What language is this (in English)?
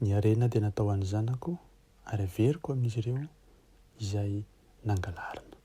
Malagasy